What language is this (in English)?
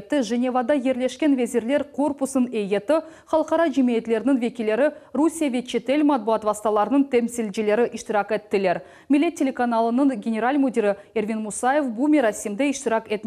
Crimean Tatar